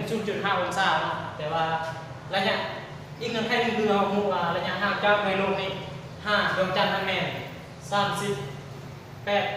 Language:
Lao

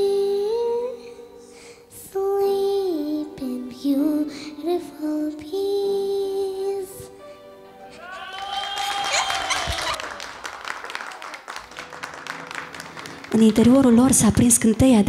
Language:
Romanian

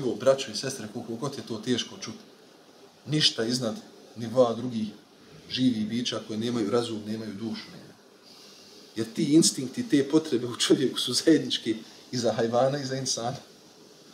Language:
Bosnian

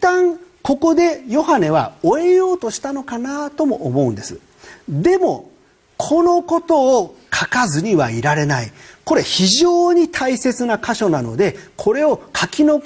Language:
Japanese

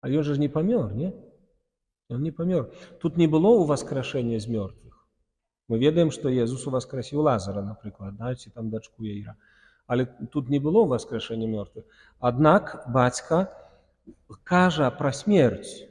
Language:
Belarusian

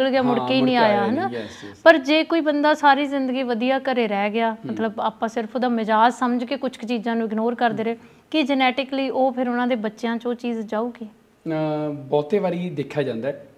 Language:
Punjabi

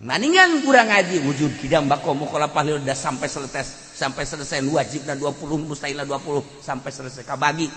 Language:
Sundanese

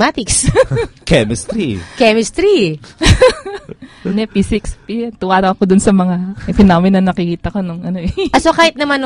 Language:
Filipino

